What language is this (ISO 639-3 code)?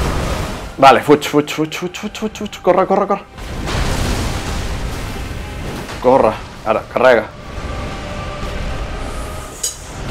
cat